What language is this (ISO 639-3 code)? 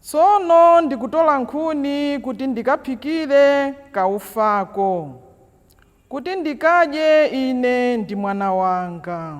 nya